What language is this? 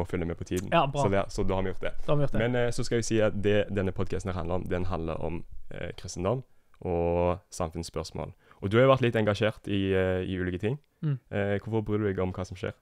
Norwegian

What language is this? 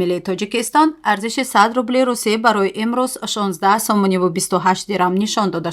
Tajik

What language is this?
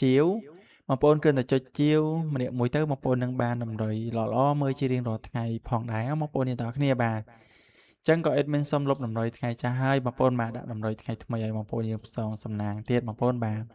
Khmer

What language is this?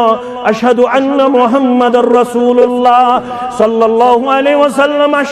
Kashmiri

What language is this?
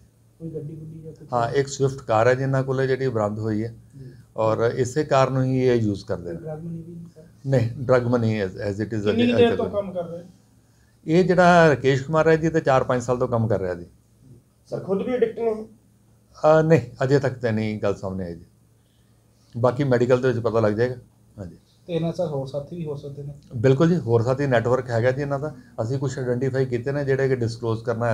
Punjabi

